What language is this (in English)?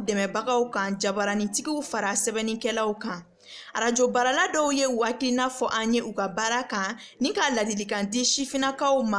Bambara